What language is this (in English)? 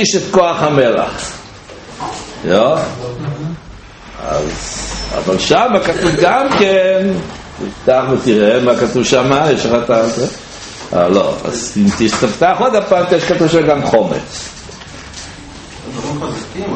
Hebrew